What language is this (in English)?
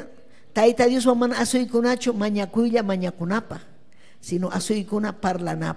Ayacucho Quechua